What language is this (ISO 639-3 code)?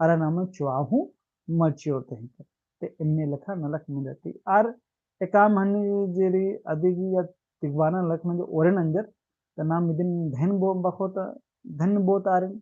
kru